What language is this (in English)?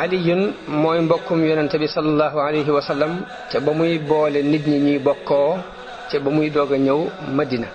Wolof